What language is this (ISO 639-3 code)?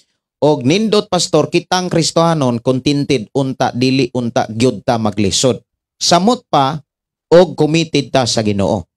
ceb